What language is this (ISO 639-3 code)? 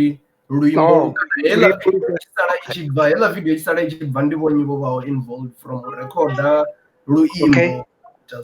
ven